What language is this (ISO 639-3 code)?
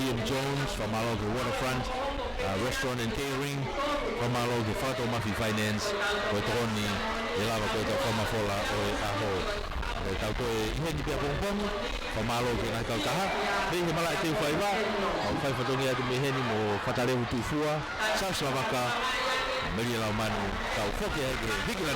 ton